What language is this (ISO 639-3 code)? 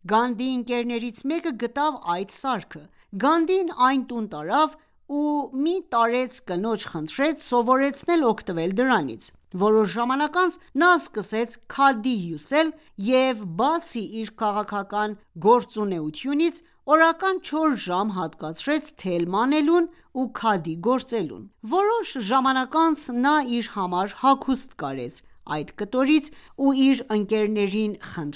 hye